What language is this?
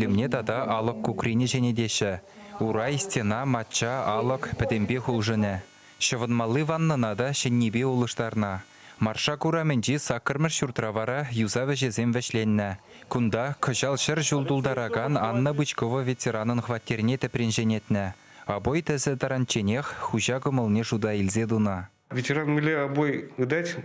Chuvash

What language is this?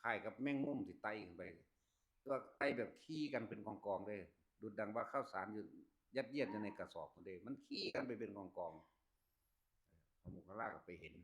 Northeastern Thai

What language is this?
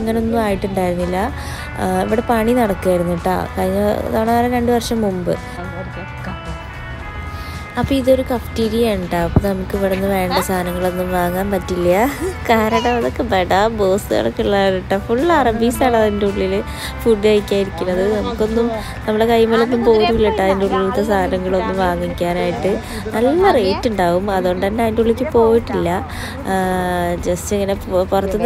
Malayalam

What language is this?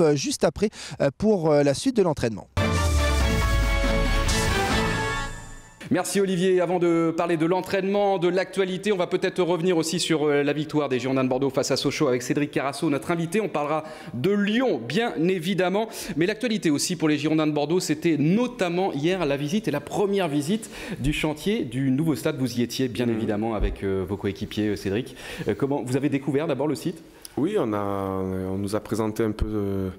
French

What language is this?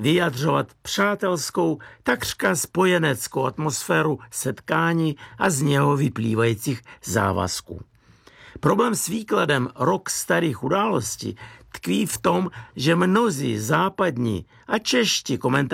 Czech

